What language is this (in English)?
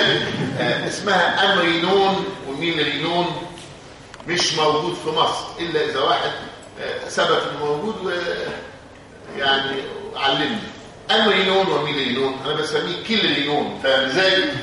Egyptian Arabic